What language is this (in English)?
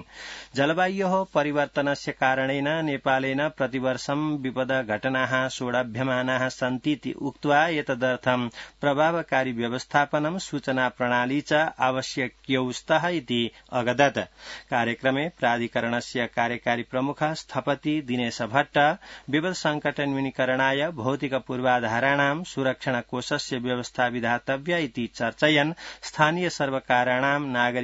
Sanskrit